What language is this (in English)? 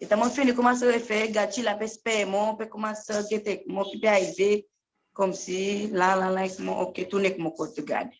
Seselwa Creole French